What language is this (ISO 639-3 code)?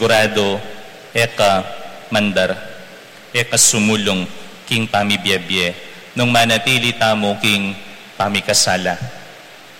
pam